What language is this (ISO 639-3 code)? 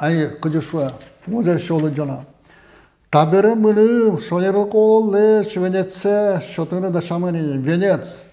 udm